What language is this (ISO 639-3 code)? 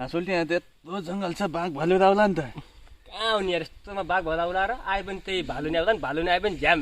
nep